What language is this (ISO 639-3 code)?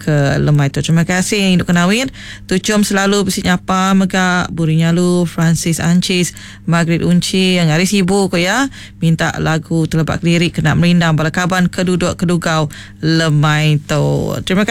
iba